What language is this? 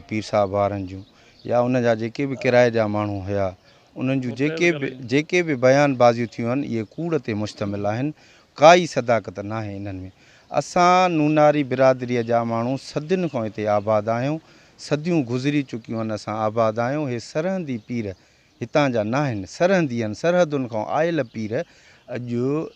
Sindhi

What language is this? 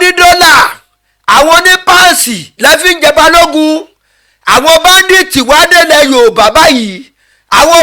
Yoruba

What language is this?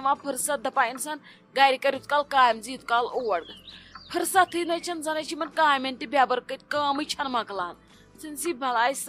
Kashmiri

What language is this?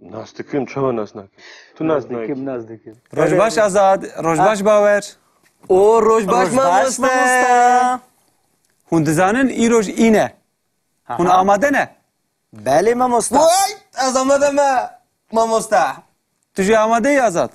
Kurdish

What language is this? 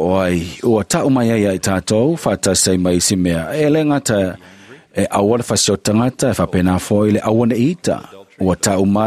Samoan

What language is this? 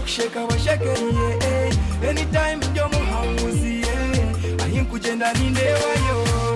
Nyankole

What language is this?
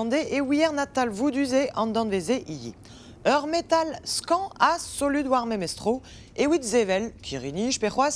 Breton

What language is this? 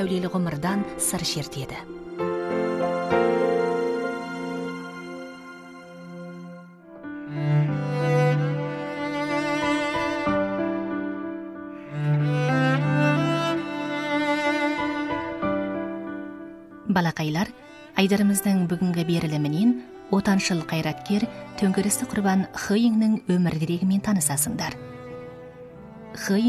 Kazakh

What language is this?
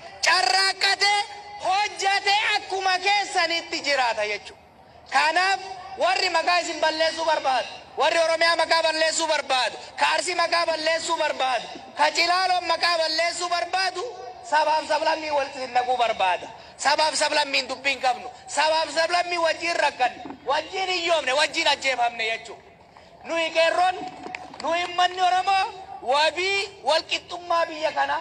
Oromo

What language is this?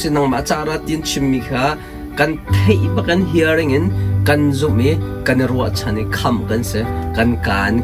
Hakha Chin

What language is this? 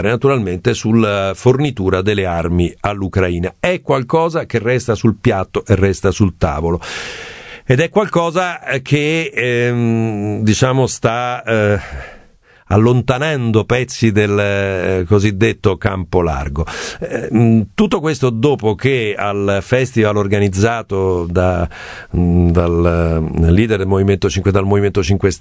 Italian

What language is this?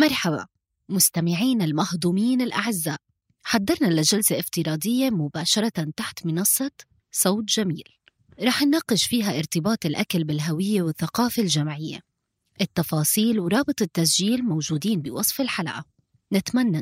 North Levantine Arabic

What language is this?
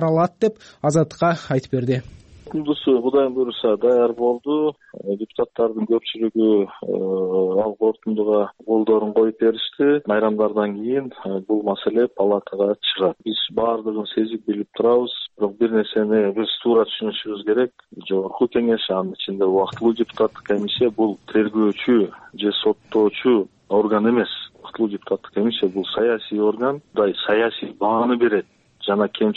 Kyrgyz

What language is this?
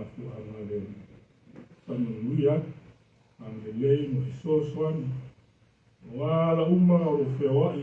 Samoan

